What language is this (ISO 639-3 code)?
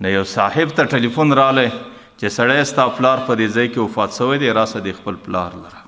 pus